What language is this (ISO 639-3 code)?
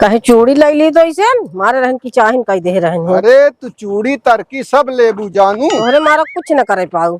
awa